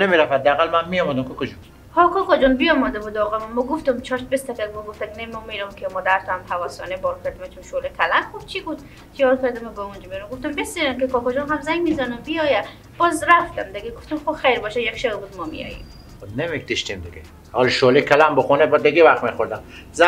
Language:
Persian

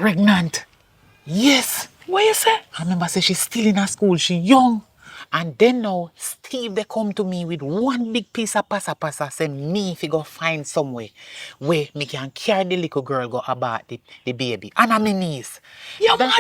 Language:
Jamaican Creole English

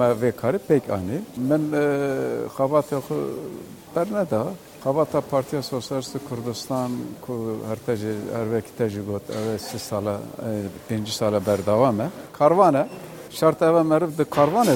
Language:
Kurdish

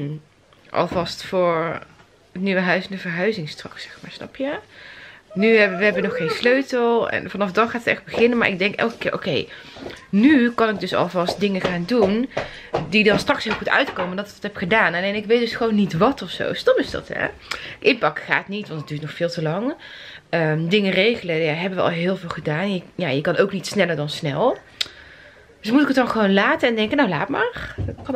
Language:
Dutch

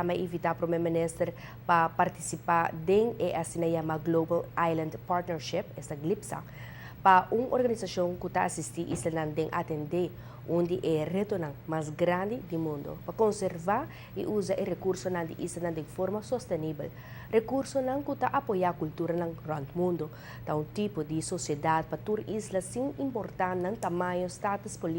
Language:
Papiamento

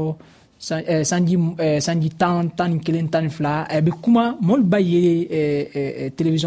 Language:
Dyula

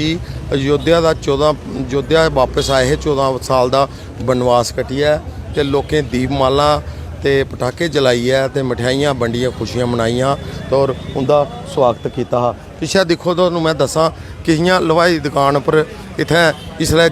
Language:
Dogri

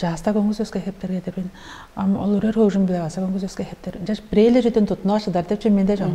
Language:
Tuvinian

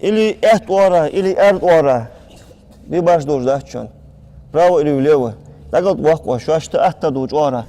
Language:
Ingush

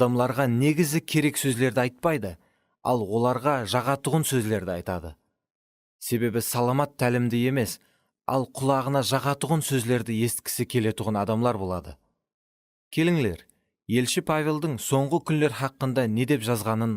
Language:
Kara-Kalpak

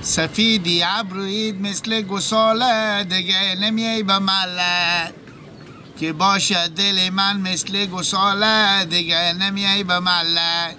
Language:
Persian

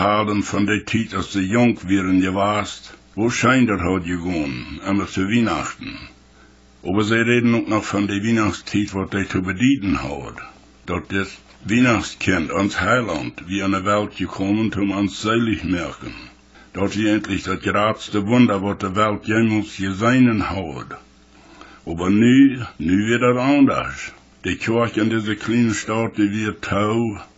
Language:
Plautdietsch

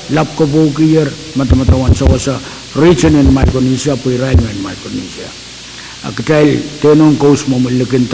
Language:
Pohnpeian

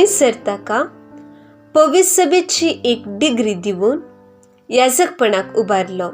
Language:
Konkani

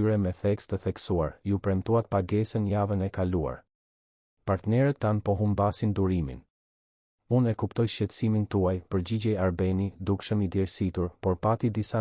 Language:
Albanian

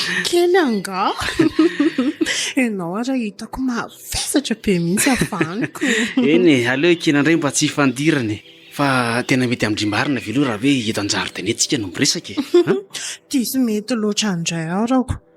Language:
Malagasy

